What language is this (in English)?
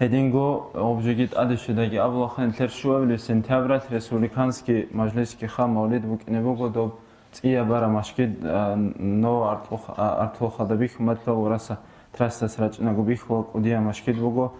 Avaric